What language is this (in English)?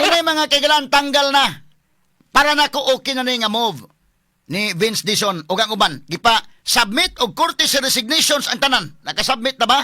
Cebuano